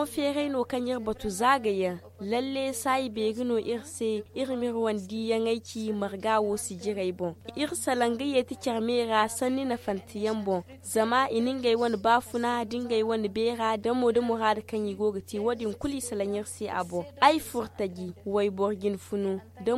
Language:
Zarma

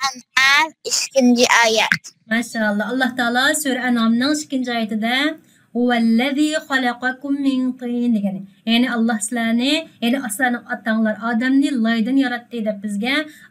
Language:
Uyghur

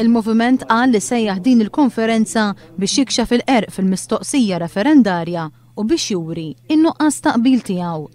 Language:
Maltese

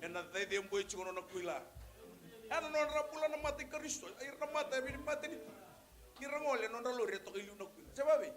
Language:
Fijian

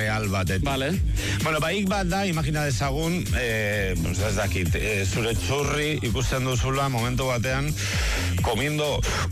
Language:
Basque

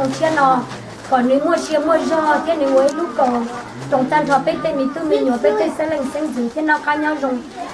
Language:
Hmong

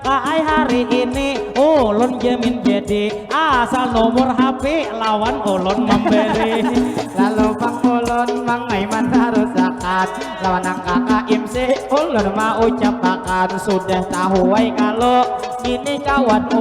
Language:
Banjar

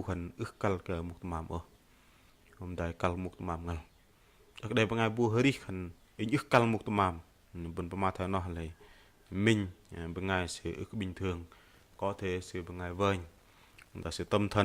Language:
Bahnar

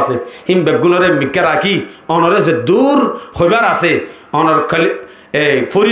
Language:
Rohingya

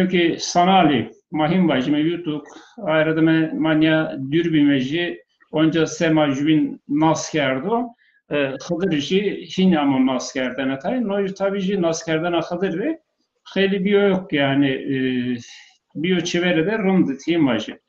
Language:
Zaza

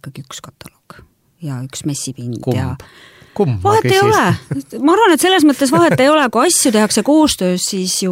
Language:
Estonian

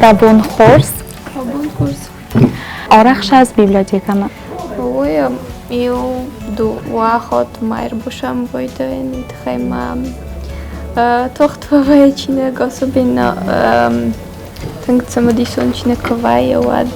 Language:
Ossetic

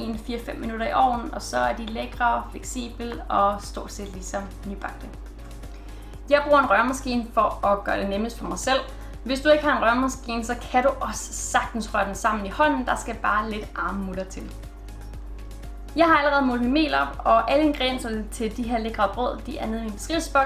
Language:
Danish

